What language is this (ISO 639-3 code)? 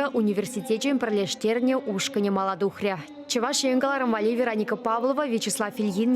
chv